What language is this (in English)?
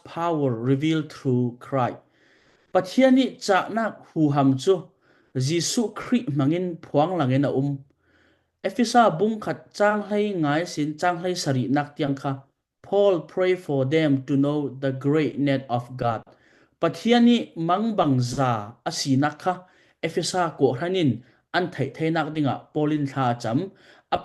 Falam Chin